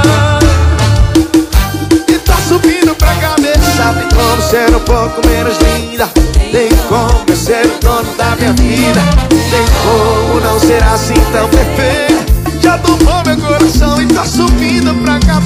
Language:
Portuguese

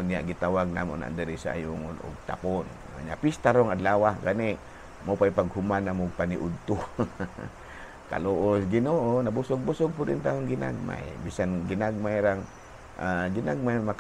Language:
Cebuano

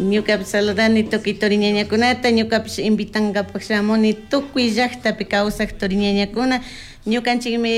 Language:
Chimborazo Highland Quichua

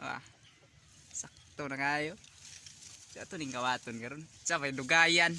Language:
Cebuano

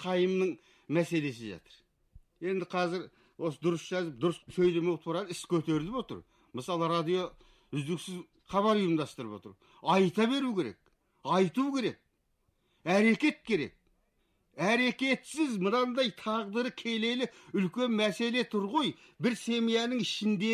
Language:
Kazakh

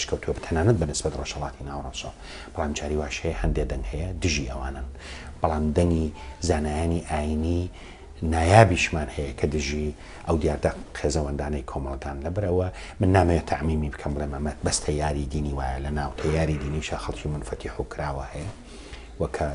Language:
Central Kurdish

